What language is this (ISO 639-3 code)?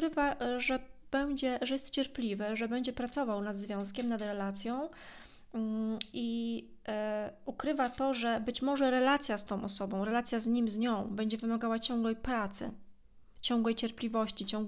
pol